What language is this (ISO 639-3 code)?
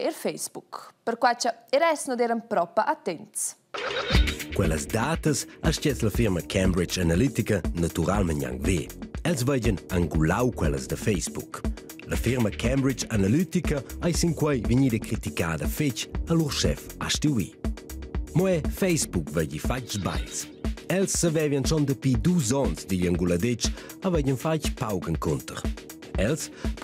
roh